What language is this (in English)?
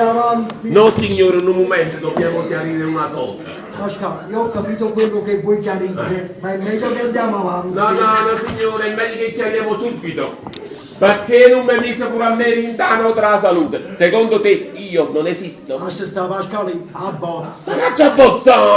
Neapolitan